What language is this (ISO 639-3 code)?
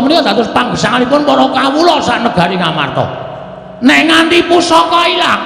jav